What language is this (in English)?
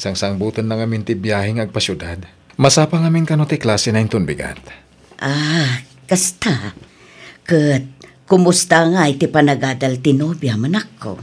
Iloko